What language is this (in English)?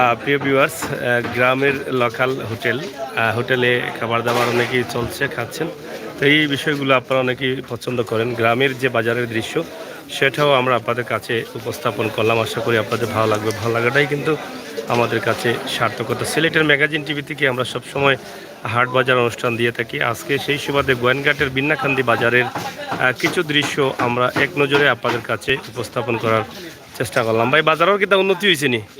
Sylheti